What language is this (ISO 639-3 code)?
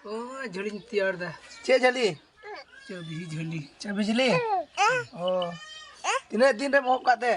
sat